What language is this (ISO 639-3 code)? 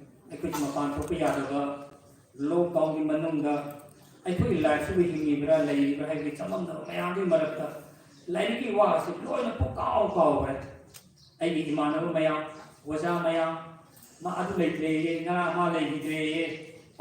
mni